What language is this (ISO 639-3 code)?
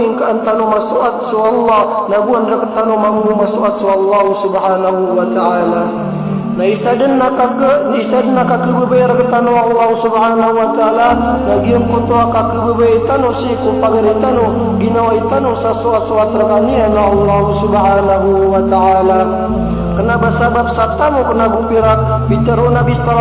mrw